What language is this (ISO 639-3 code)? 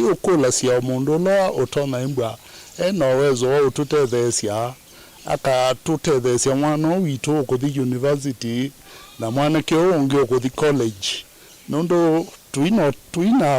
kam